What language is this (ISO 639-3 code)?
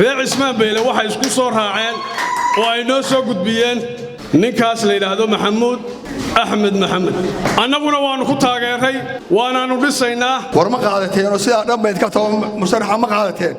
som